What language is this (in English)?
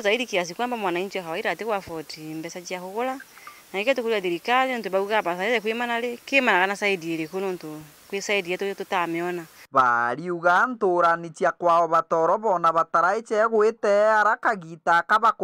Meru